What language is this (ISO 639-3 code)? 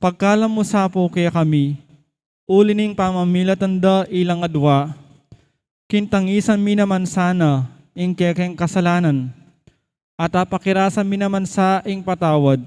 pam